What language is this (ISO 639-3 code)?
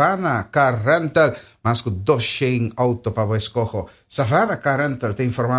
pap